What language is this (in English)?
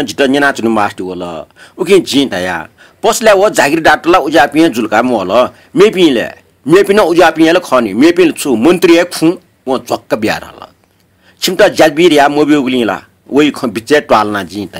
Newari